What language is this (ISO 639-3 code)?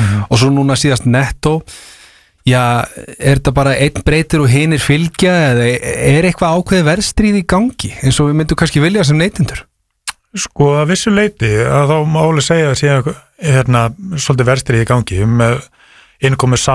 isl